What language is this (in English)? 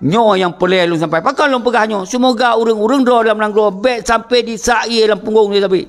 Achinese